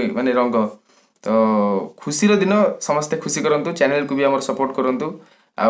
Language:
Odia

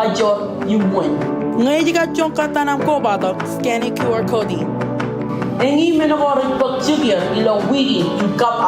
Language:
Marshallese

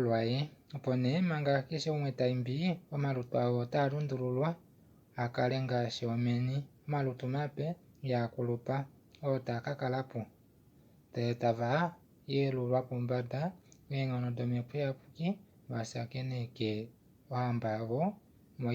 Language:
Kuanyama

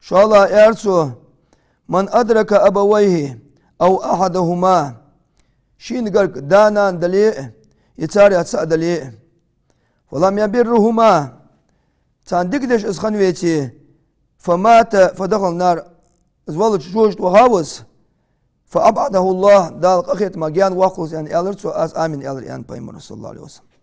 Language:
Ingush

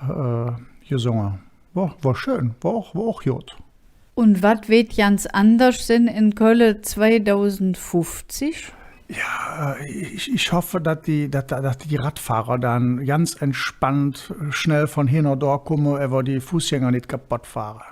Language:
Colognian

